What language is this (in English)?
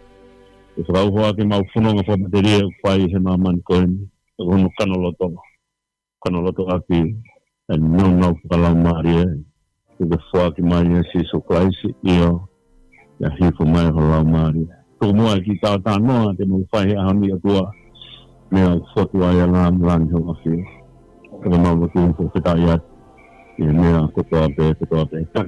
Tongan